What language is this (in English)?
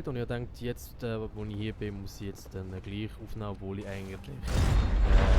Swiss German